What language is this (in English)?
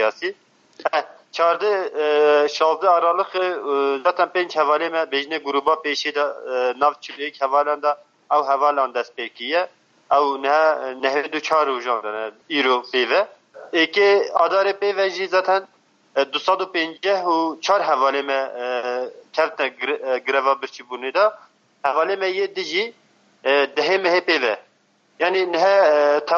Kurdish